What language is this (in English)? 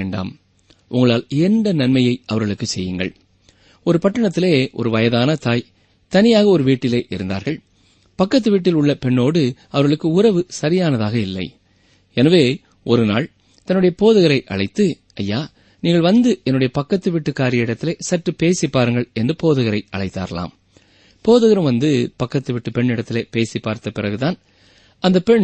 Tamil